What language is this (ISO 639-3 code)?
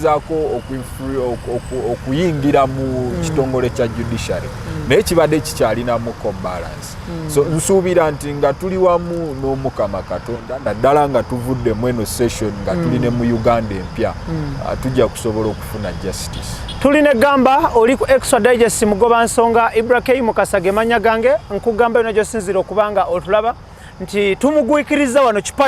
lug